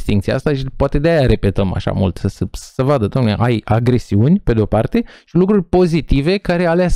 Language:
Romanian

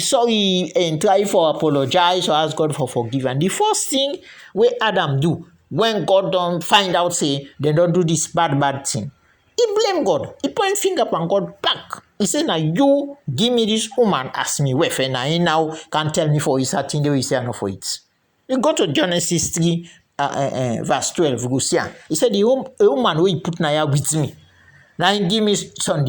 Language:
Krio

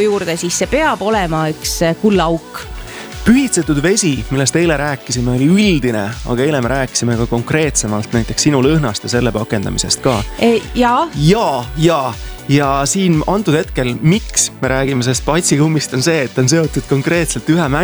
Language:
Estonian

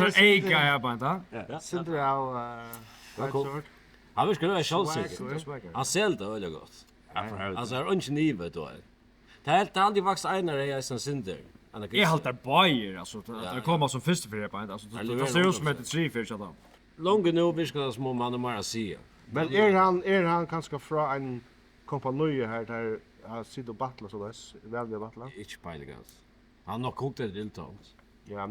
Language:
Faroese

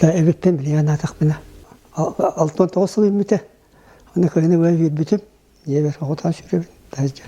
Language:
Yakut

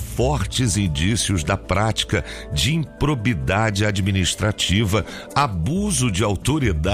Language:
Portuguese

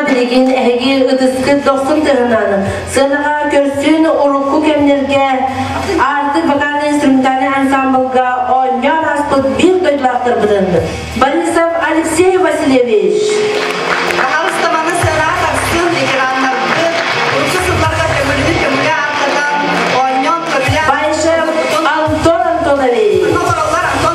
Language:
Yakut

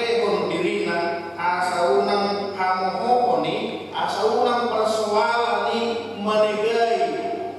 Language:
Batak Toba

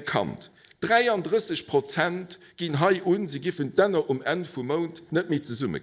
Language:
Luxembourgish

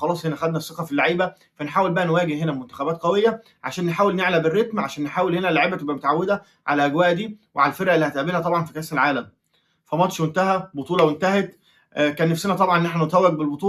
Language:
Egyptian Arabic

